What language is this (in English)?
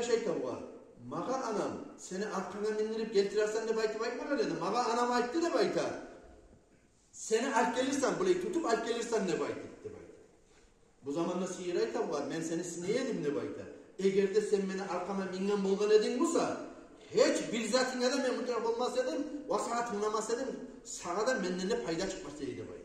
Kumyk